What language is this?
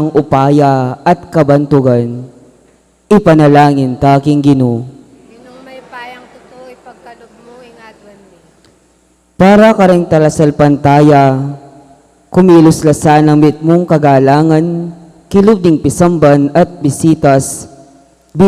Pampanga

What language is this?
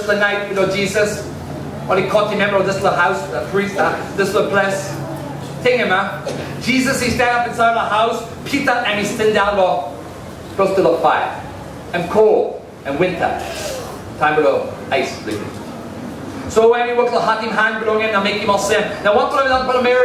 Tok Pisin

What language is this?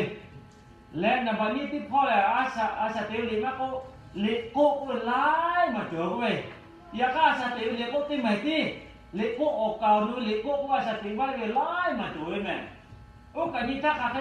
Lahu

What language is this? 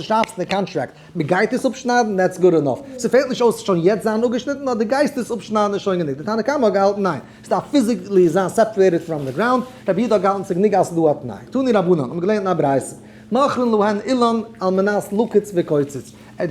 Yiddish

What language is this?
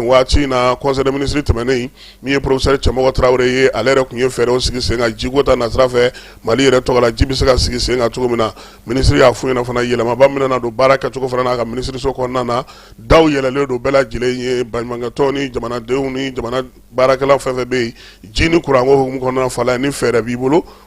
Bambara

